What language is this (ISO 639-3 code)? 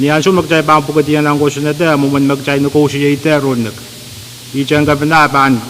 pon